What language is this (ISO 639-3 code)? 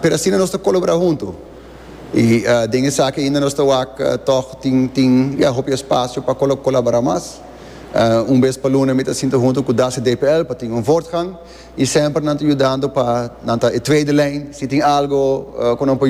pap